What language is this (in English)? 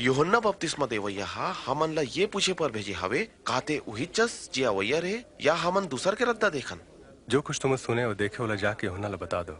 Chhattisgarhi